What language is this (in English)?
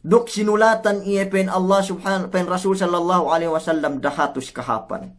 Yakan